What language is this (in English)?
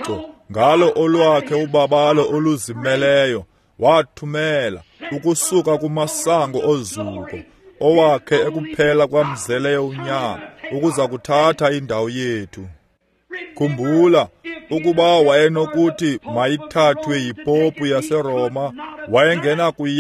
Xhosa